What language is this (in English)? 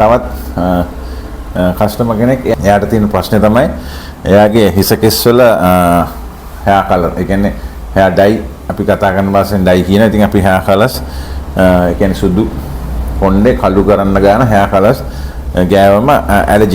Sinhala